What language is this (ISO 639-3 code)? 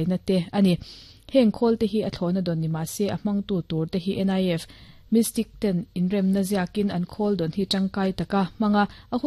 lus